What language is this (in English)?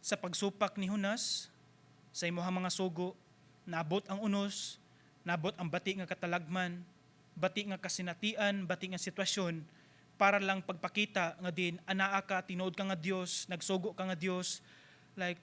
Cebuano